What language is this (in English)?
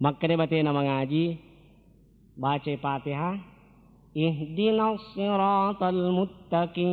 Buginese